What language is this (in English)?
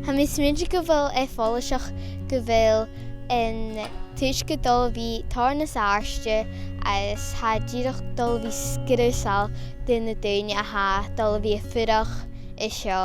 Scottish Gaelic